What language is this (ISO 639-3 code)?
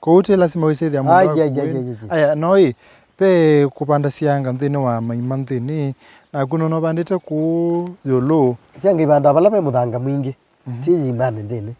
kam